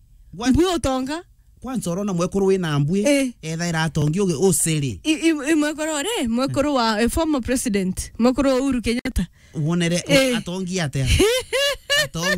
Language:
Meru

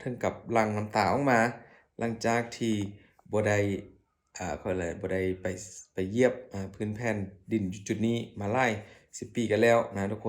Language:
Lao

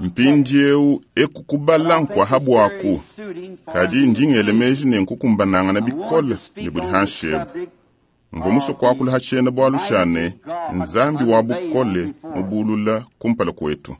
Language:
Luba-Lulua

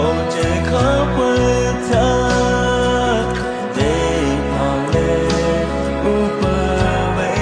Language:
Lahu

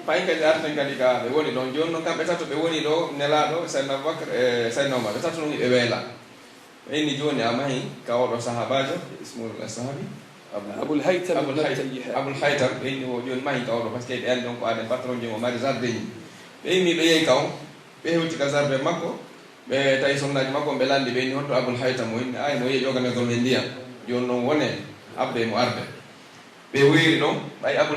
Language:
Pular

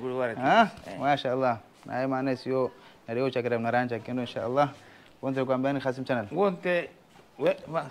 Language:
Swahili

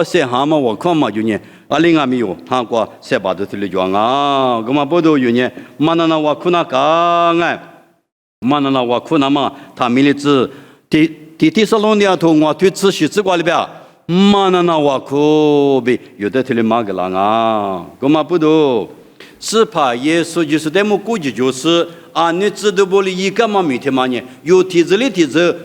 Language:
Lisu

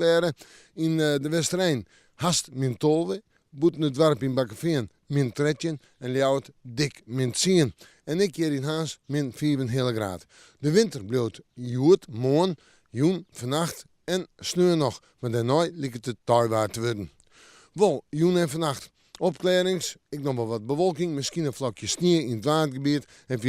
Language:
Western Frisian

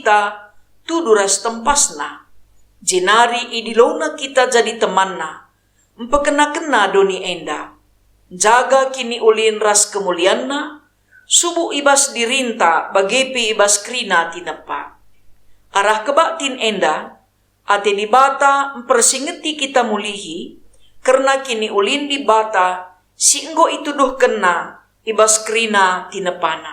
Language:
Batak Karo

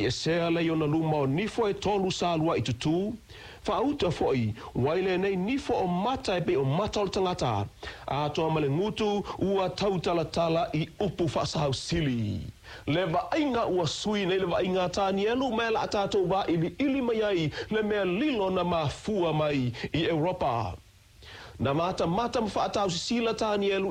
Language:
Samoan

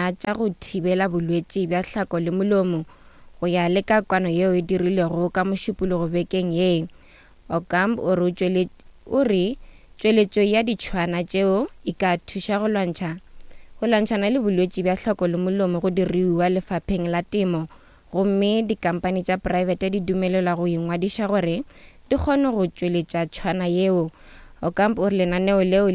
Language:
Northern Sotho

